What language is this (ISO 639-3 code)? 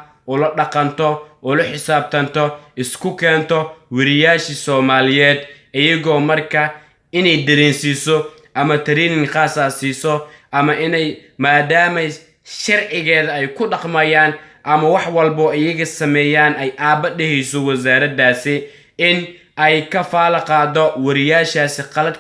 som